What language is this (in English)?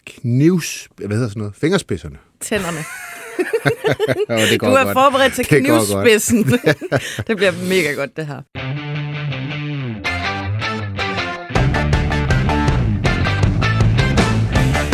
Danish